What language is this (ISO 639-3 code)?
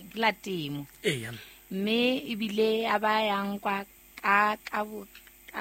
sot